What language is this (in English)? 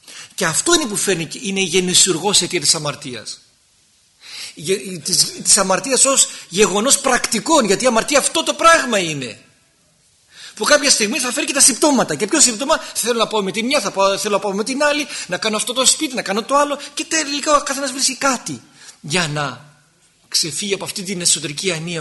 Greek